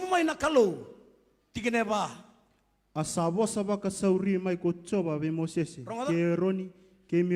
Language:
Fijian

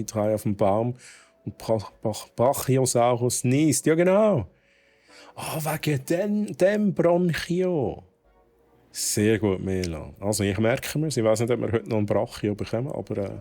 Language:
Swiss German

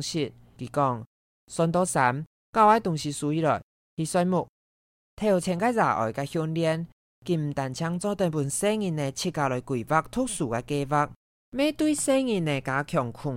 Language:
Hakka Chinese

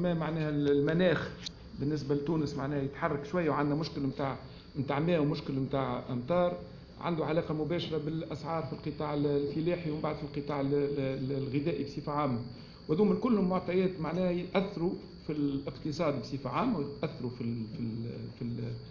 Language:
Tunisian Arabic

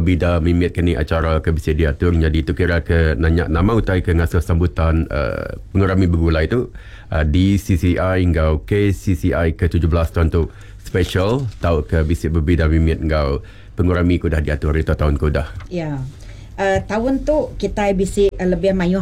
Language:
Iban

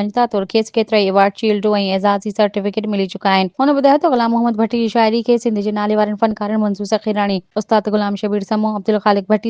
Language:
Sindhi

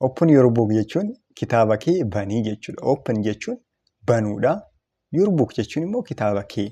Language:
Oromo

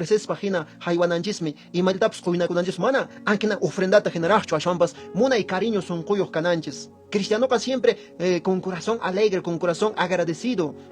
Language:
Quechua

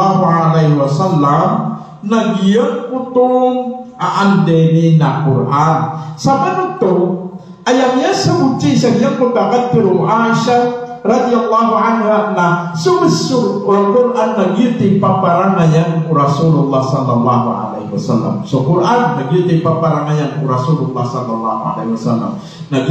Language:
Maranao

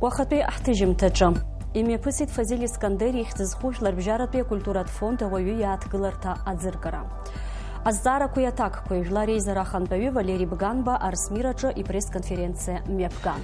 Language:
Abkhazian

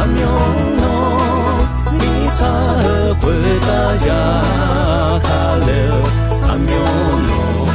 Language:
Akha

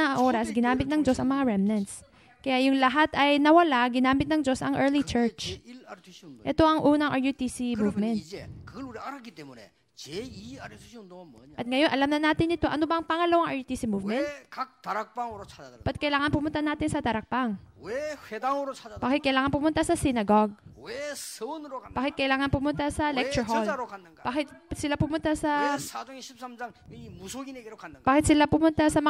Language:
Filipino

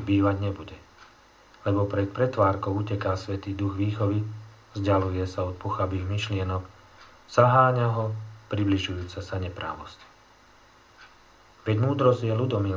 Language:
Slovak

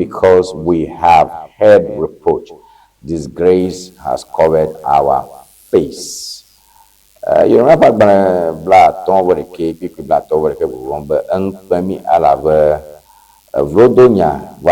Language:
Ewe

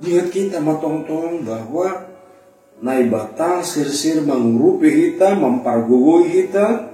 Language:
Batak Simalungun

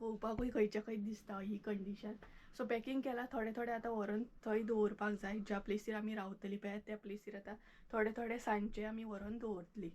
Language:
Konkani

